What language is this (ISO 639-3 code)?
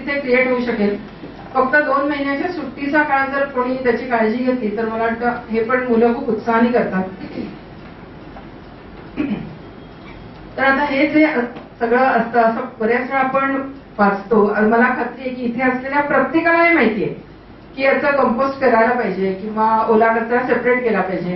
mar